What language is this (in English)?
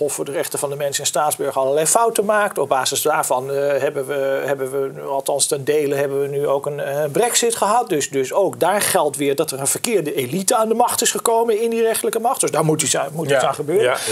Dutch